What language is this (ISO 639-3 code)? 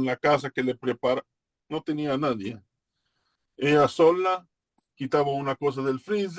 lad